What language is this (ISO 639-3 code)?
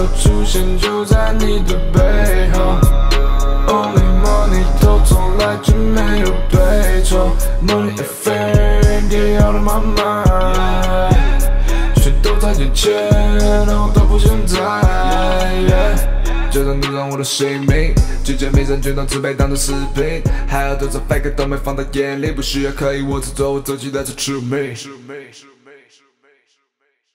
zho